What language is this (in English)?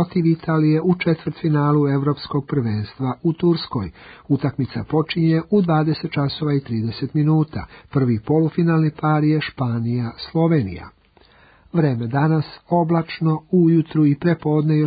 Serbian